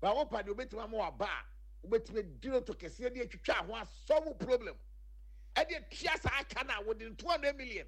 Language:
Akan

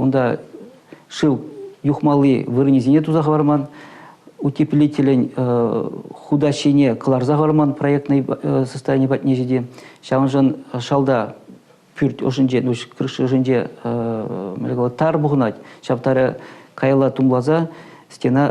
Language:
Chuvash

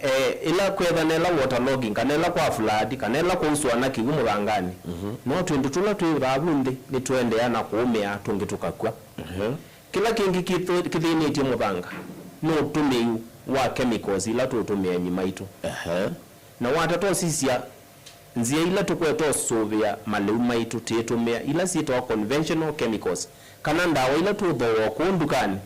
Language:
Kamba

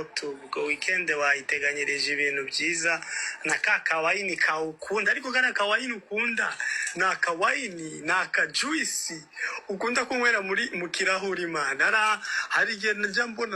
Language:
Kinyarwanda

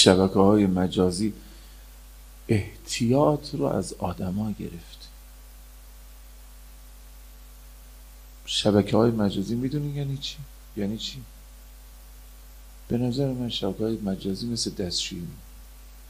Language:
Persian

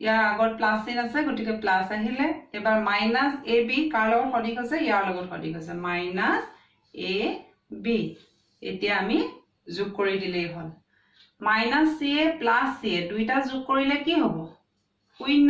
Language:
Assamese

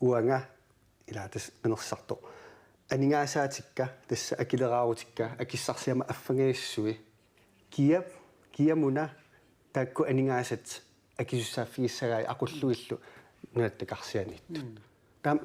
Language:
Kalaallisut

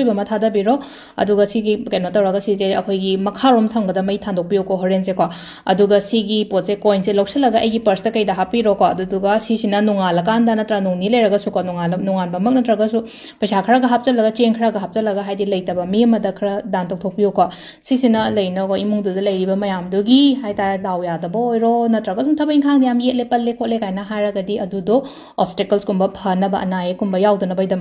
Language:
Manipuri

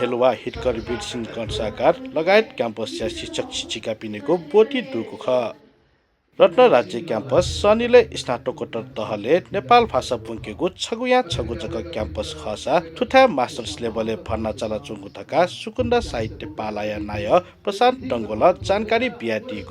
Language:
Newari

